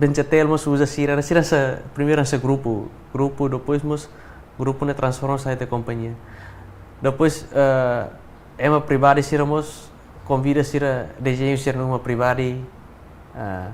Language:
Tetum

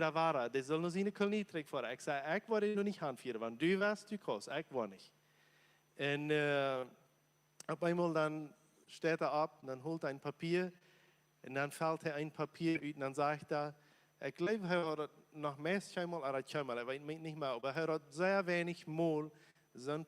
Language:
Plautdietsch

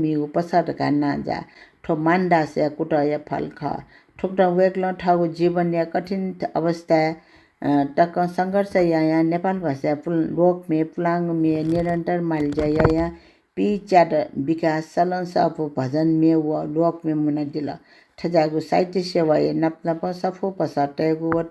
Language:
Newari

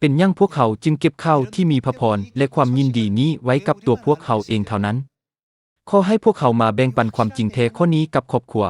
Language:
Lao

